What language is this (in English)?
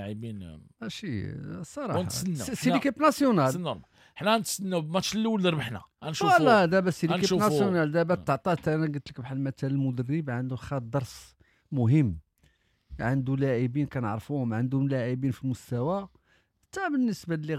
Moroccan Arabic